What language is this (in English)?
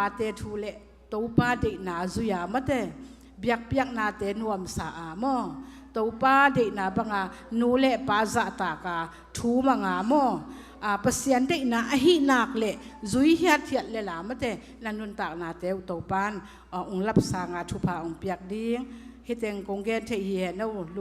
Tedim Chin